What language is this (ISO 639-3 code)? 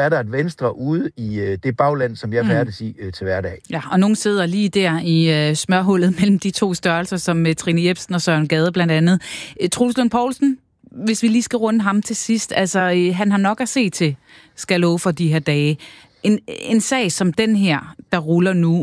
dan